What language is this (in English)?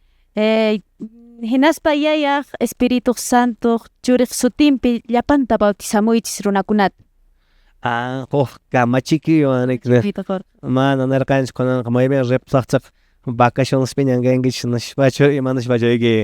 Quechua